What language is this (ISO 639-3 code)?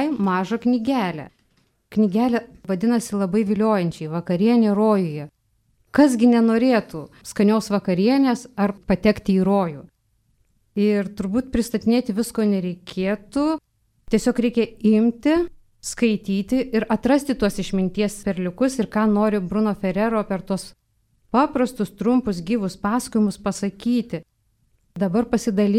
lit